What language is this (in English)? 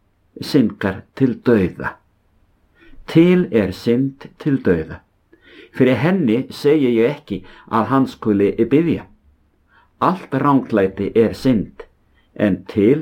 Icelandic